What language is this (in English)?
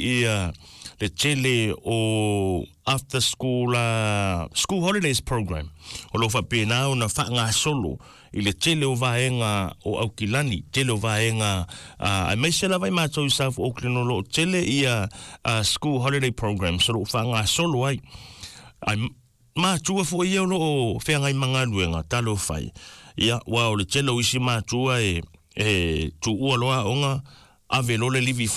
Samoan